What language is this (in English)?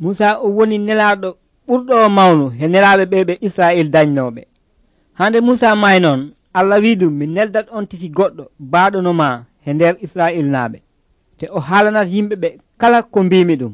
Nigerian Fulfulde